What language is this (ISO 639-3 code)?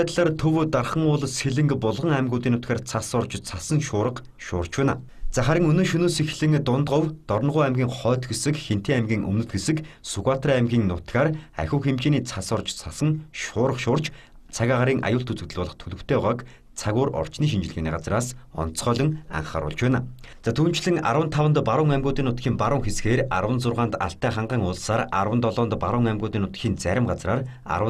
mon